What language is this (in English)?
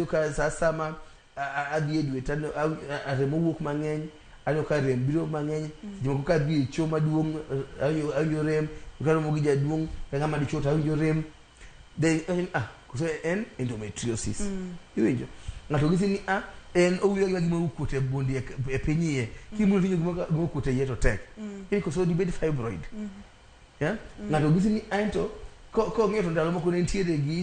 Luo (Kenya and Tanzania)